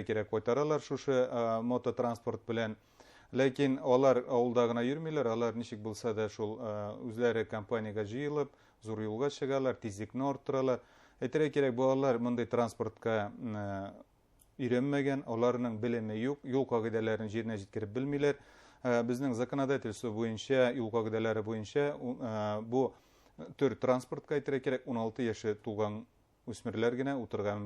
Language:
Bashkir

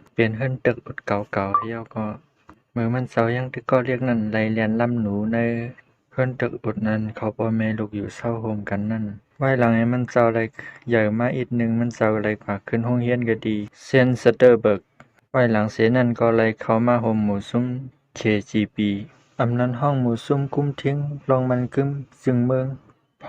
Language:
Shan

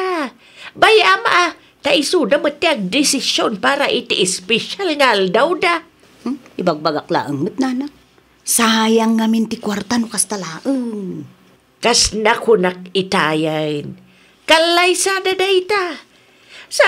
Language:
Iloko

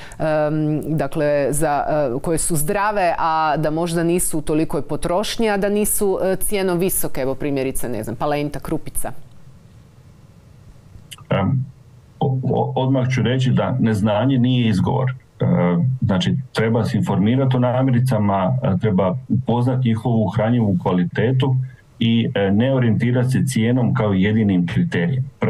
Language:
Croatian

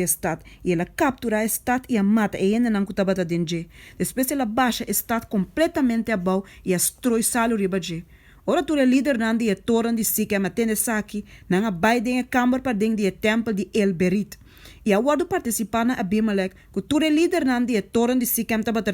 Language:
Papiamento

